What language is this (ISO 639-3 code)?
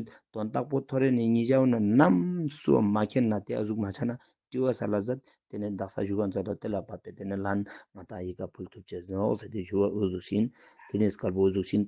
lbj